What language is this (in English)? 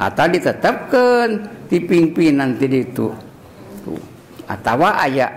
Sundanese